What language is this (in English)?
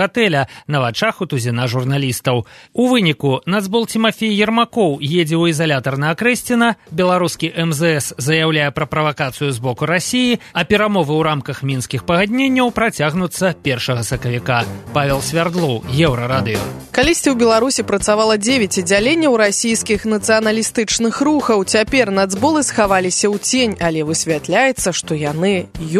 Belarusian